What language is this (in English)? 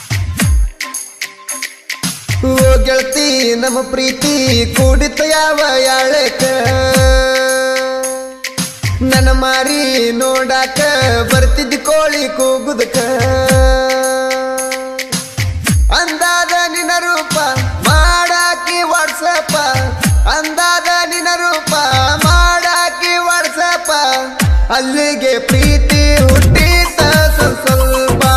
Kannada